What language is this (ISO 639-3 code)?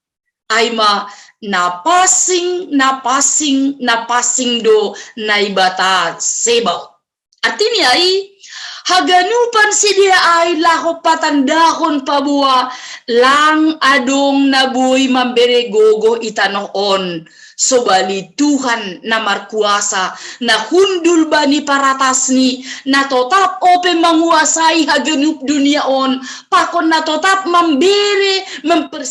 bts